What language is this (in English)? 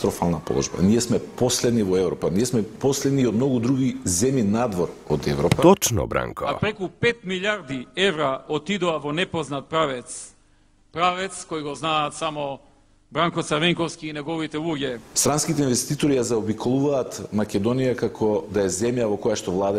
Macedonian